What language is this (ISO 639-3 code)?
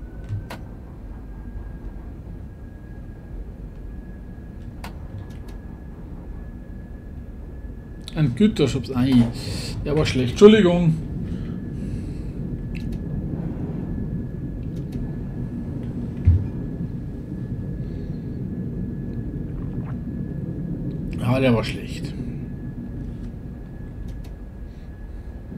deu